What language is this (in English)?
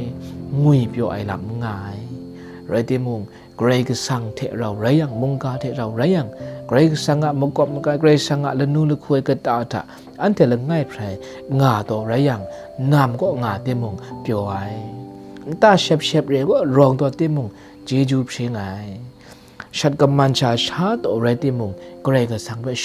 Kachin